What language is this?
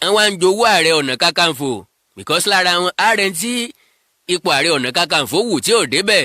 Yoruba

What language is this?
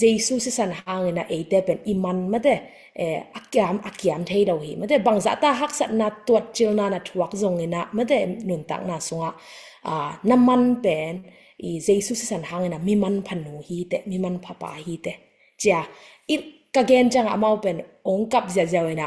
Tedim Chin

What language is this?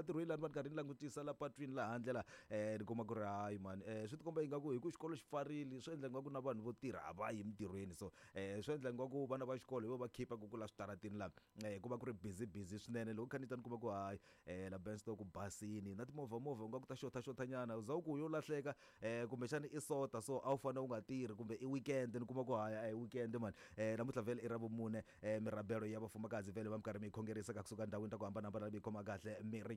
Tsonga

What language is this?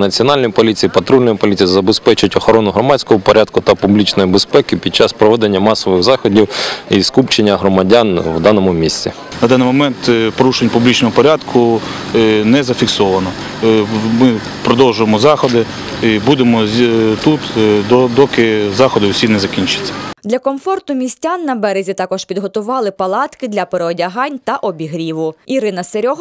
Ukrainian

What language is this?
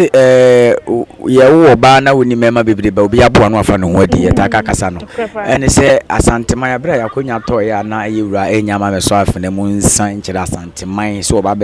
Akan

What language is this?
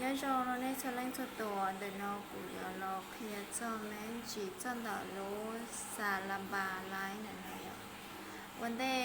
Hmong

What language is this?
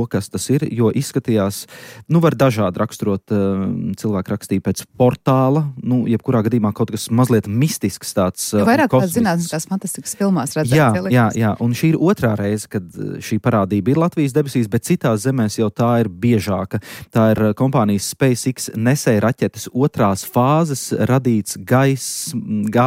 Latvian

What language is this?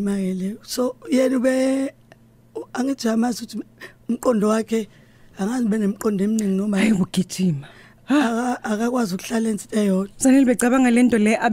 Zulu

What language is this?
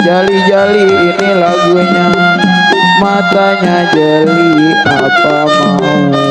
Betawi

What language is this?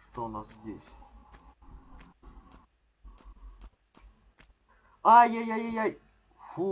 Russian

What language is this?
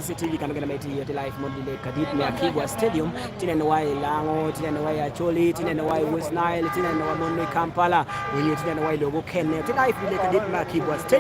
Lango (Uganda)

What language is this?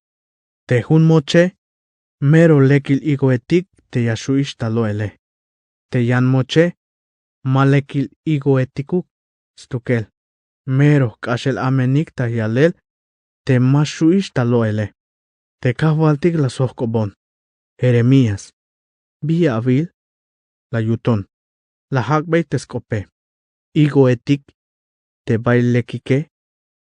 Tzeltal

